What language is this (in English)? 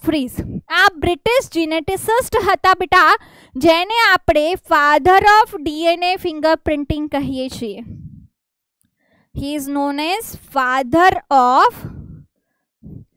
Gujarati